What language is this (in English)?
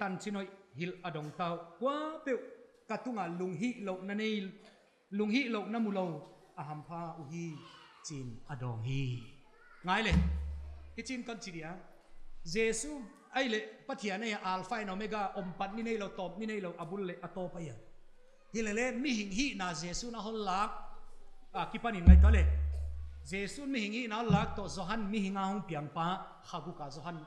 Paite Chin